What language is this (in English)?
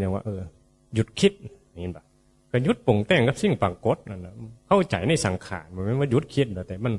Northeastern Thai